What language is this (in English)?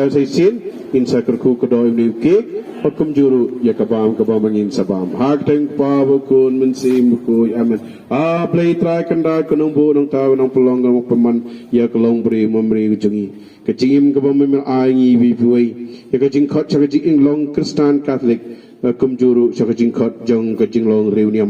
Khasi